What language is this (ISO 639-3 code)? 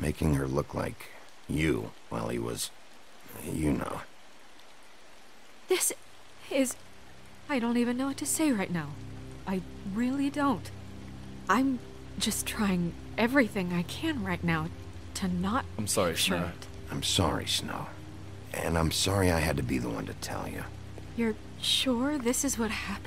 eng